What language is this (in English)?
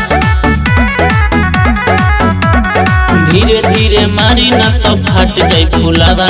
Bhojpuri